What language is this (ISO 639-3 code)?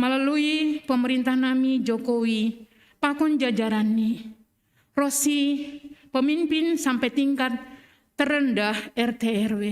bts